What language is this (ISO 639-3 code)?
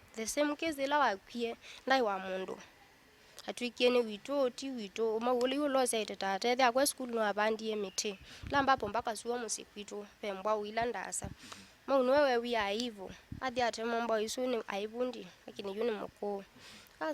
kam